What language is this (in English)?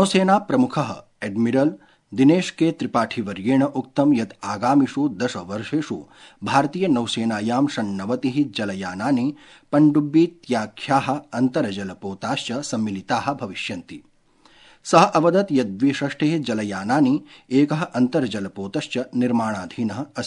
Sanskrit